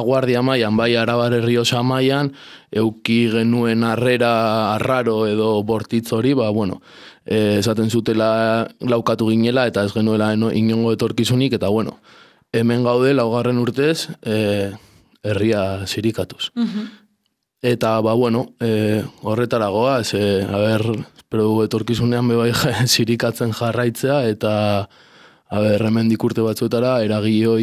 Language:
Basque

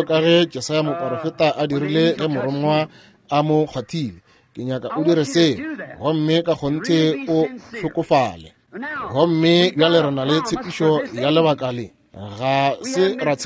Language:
Northern Sotho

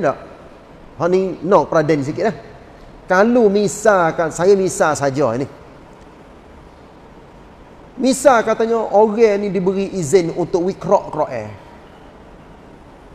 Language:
Malay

